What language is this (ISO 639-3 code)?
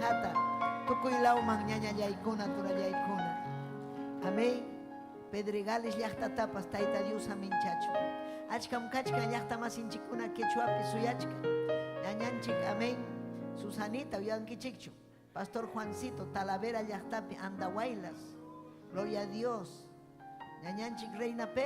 quy